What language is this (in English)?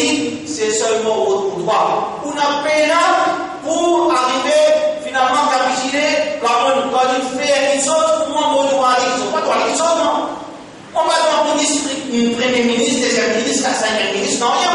Morisyen